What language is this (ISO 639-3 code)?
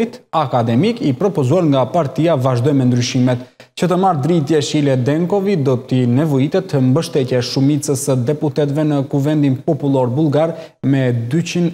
sqi